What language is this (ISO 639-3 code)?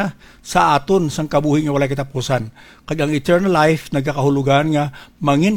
hil